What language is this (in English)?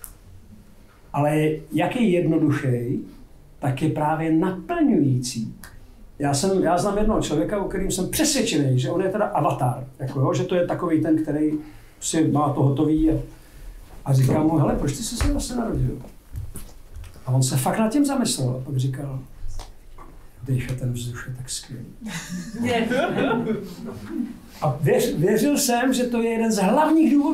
Czech